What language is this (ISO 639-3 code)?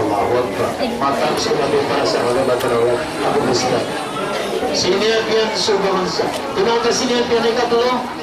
mrw